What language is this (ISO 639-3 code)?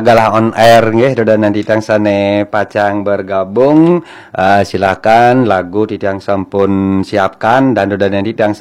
ban